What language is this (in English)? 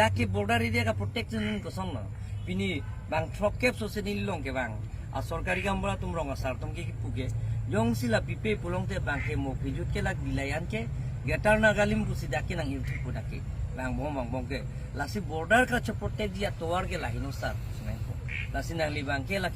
Karbi